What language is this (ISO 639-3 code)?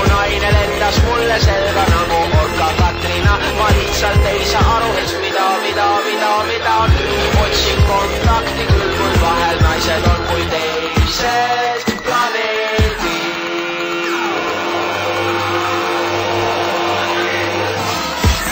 est